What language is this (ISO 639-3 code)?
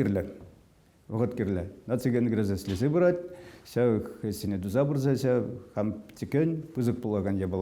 chv